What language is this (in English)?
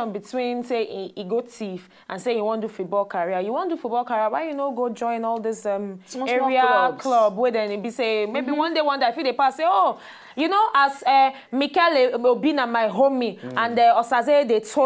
Nigerian Pidgin